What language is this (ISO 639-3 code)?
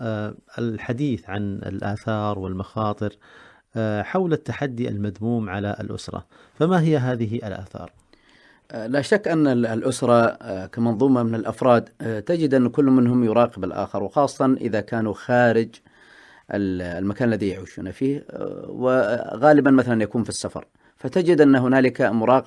ara